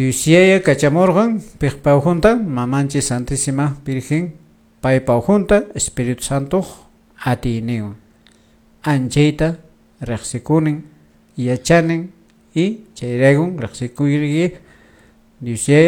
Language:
Quechua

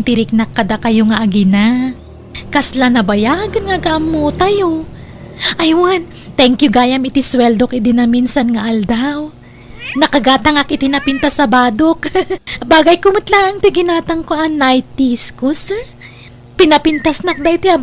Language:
Iloko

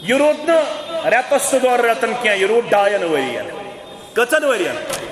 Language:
Kashmiri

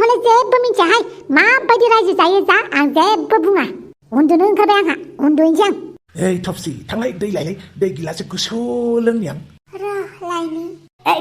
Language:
Bodo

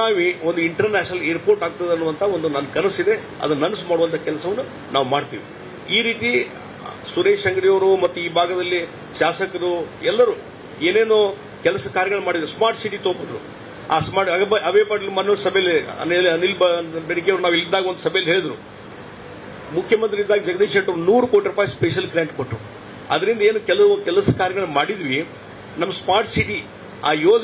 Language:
Kannada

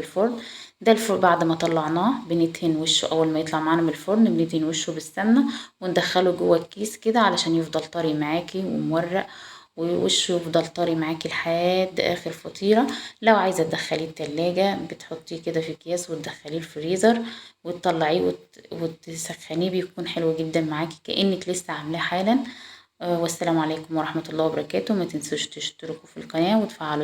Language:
Egyptian Arabic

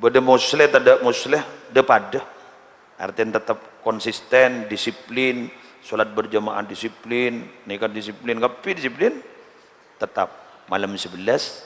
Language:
Madurese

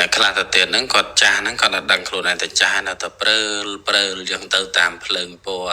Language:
Khmer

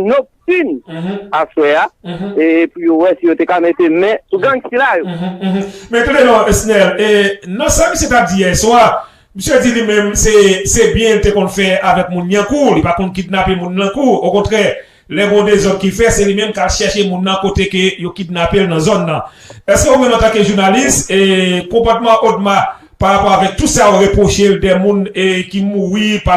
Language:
Haitian Creole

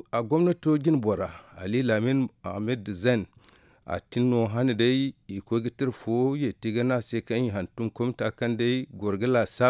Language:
Zarma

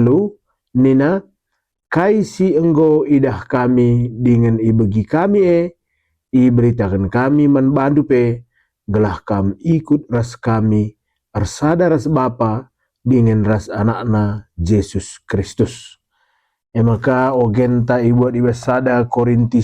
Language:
Batak Karo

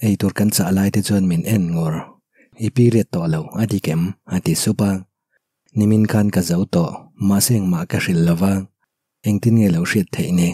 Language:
Mizo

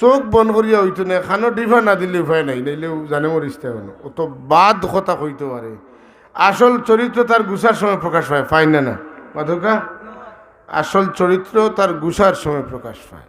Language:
Sylheti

